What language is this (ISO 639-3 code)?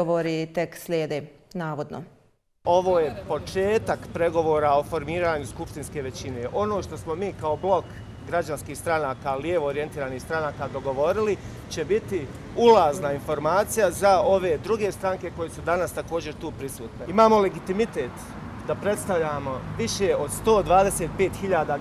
bos